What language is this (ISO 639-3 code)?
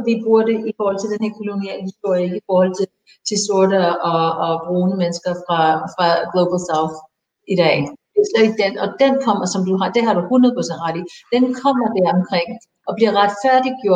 dan